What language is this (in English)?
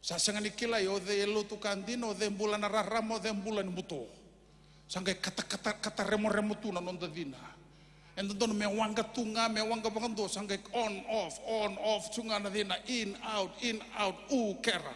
Fijian